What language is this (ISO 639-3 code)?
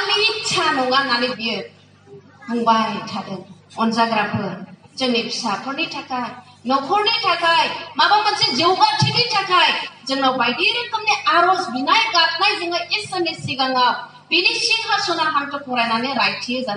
brx